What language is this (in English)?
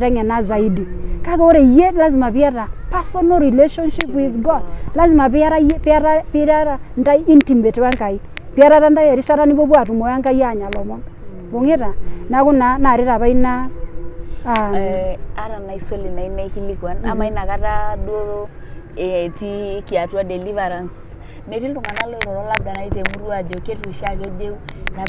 Masai